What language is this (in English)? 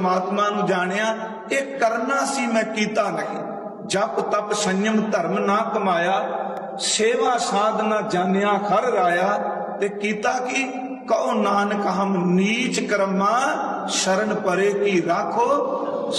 Punjabi